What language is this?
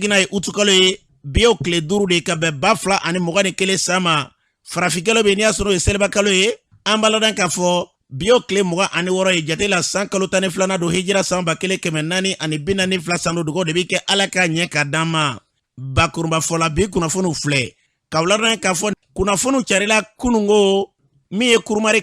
Bambara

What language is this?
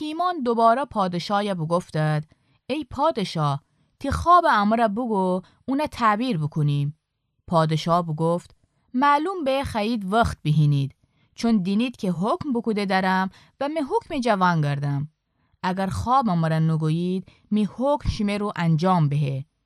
Gilaki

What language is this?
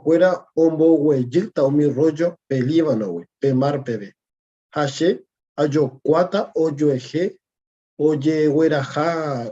Guarani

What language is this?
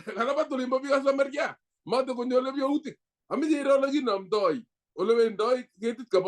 Kalenjin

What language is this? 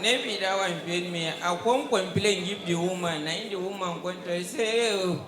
Nigerian Pidgin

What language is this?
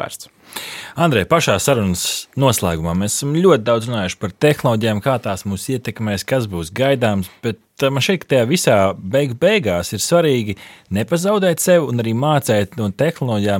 Latvian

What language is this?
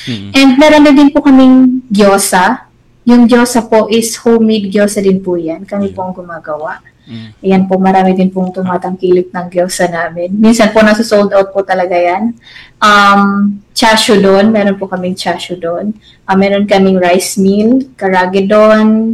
Filipino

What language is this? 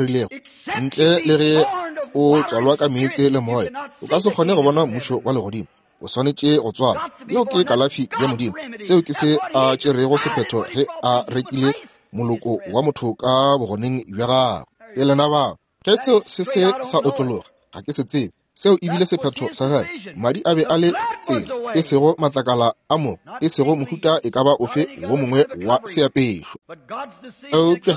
Northern Sotho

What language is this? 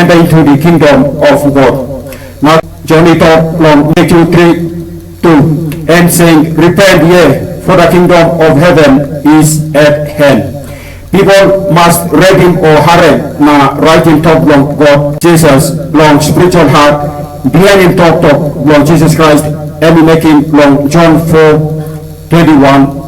Tok Pisin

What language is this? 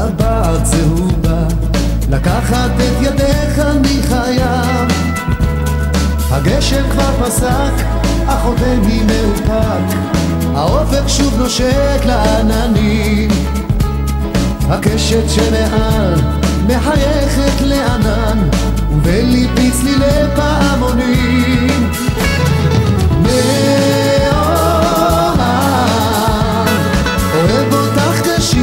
Hebrew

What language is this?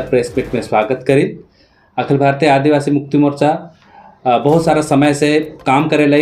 Sadri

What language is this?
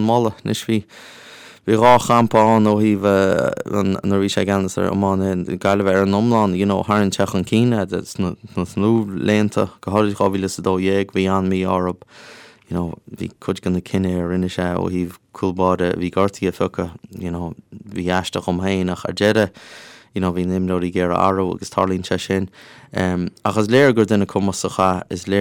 Irish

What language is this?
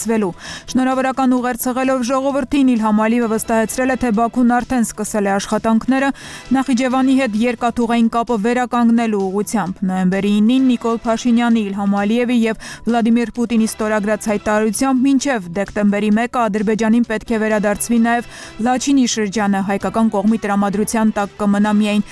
Armenian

